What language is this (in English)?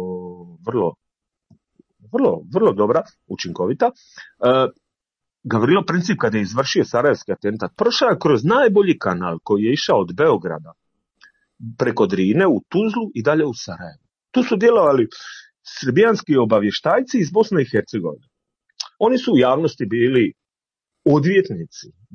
Croatian